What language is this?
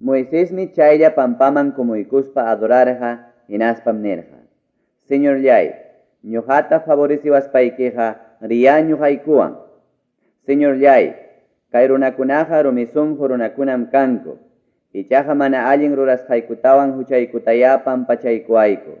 Ayacucho Quechua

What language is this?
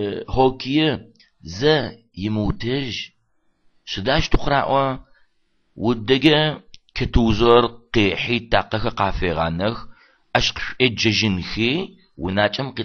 Adyghe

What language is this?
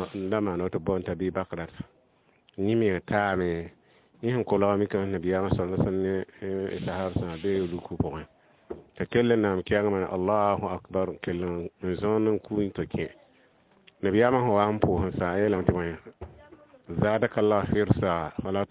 Mossi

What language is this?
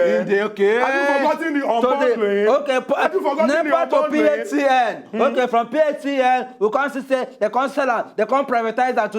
Nigerian Pidgin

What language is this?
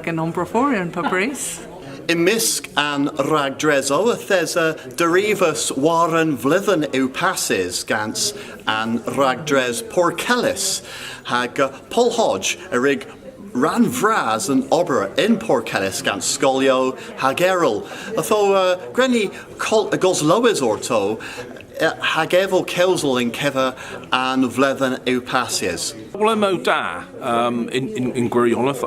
Cornish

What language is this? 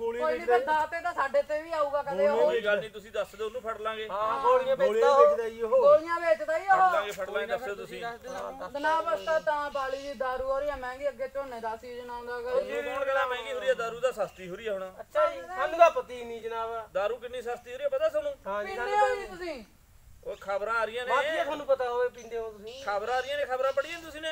Punjabi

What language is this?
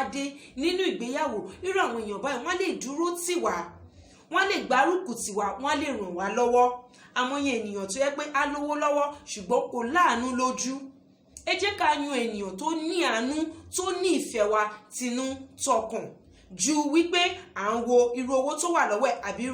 Yoruba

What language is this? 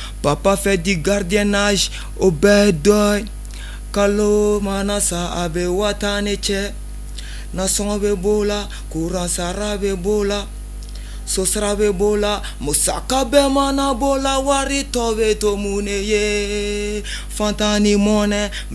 Bambara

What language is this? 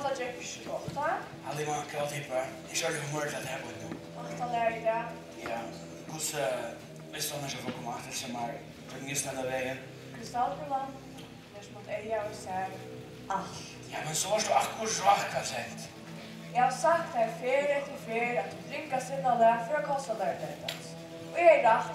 Faroese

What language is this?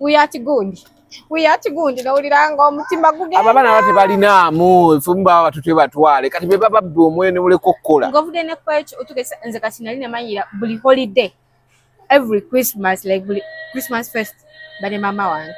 Ganda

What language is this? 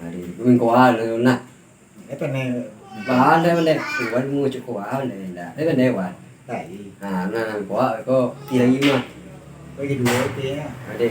Minangkabau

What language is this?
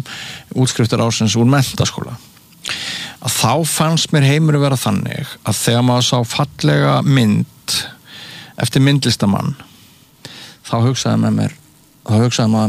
Icelandic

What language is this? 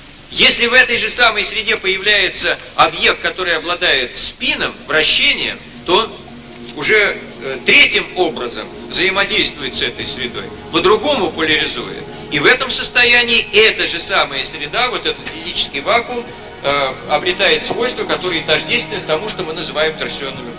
Russian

